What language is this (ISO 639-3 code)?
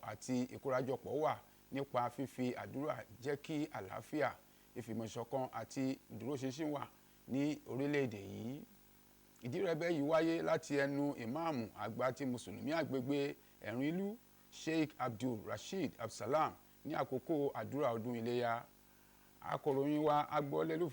yor